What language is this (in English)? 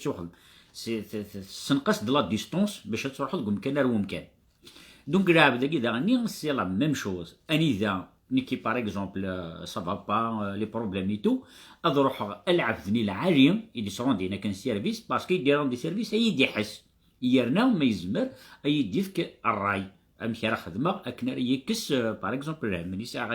Kabyle